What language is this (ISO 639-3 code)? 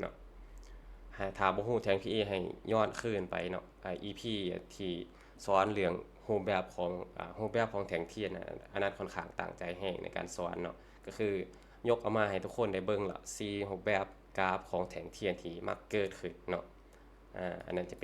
lao